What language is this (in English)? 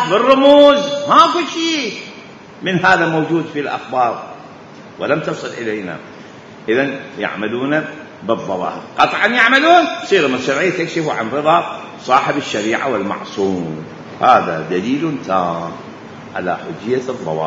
Mesopotamian Arabic